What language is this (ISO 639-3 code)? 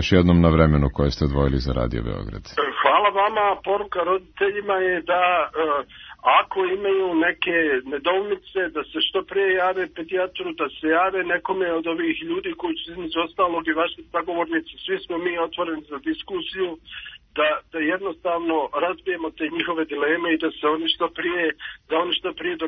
srp